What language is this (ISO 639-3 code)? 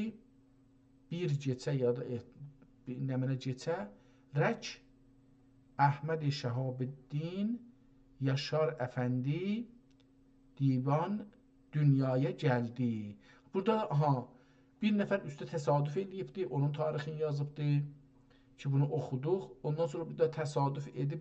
azb